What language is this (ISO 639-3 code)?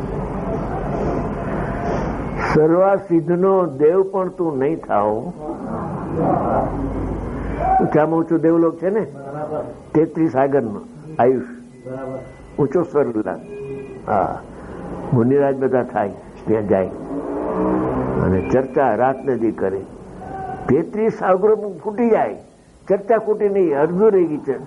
guj